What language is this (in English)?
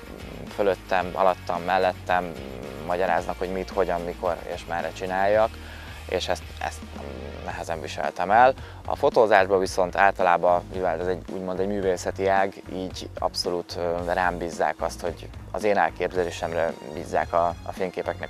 Hungarian